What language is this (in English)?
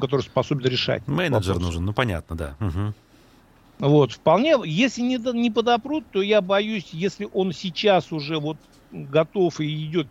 Russian